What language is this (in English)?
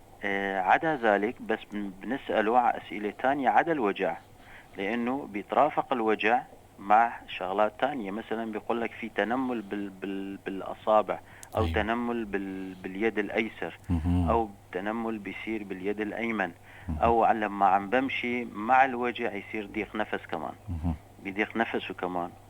North Levantine Arabic